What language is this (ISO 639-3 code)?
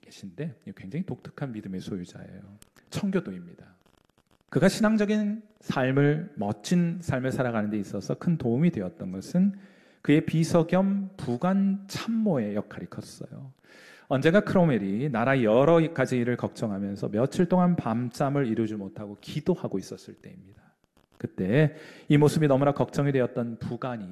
kor